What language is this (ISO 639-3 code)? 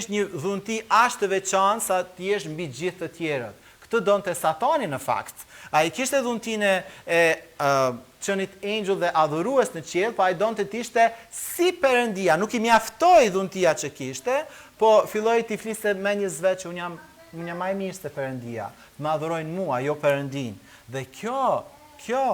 sqi